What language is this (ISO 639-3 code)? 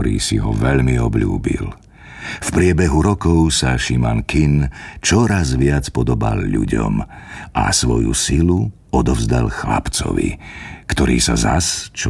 slk